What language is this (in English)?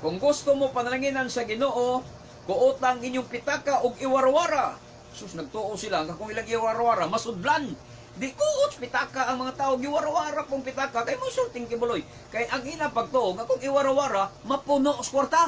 Cebuano